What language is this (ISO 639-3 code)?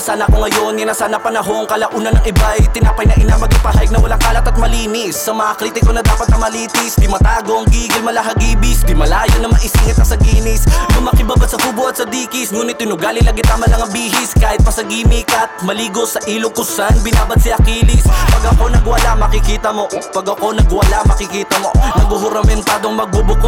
fil